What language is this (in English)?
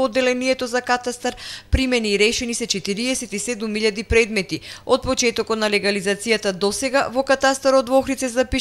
Macedonian